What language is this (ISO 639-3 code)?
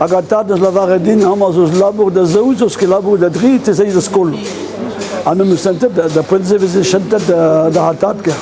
bre